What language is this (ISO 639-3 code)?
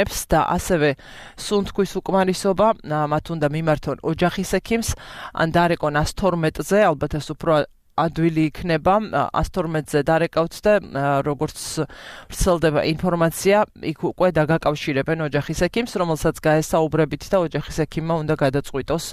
kat